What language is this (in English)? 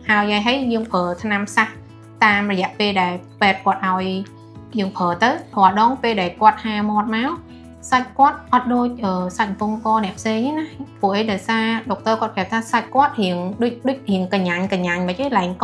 Khmer